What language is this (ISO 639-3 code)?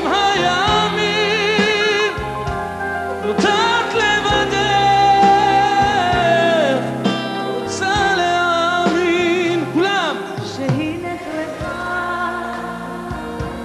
heb